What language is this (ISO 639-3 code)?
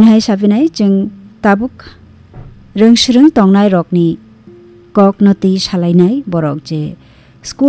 trp